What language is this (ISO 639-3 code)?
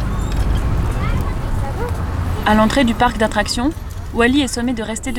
fra